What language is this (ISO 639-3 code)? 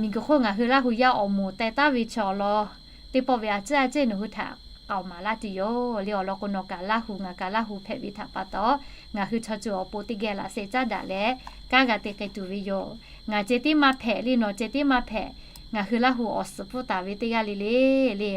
lhu